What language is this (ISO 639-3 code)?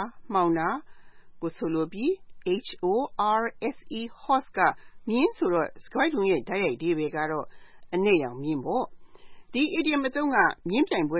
mya